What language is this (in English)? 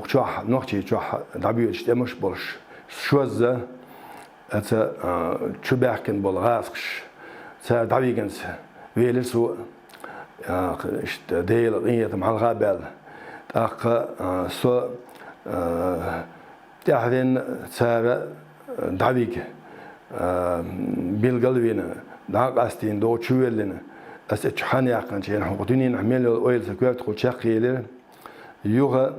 Chechen